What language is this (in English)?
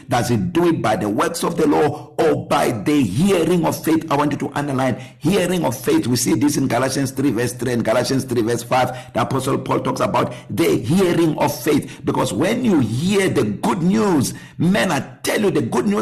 English